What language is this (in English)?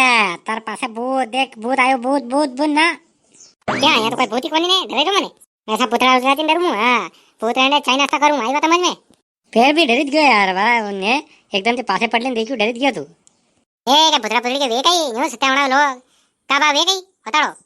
Rajasthani